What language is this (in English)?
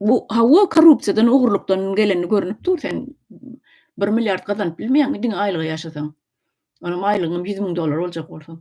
Turkmen